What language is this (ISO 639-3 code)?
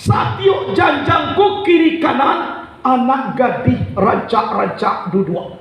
min